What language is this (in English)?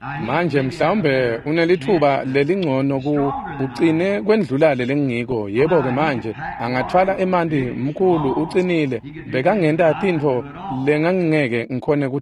Swati